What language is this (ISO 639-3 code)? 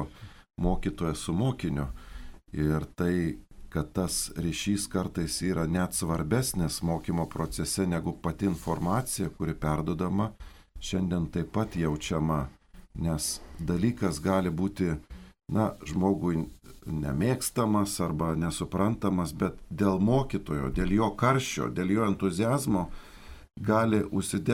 lit